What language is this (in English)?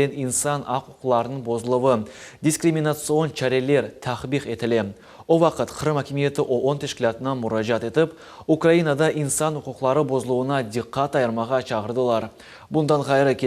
Crimean Tatar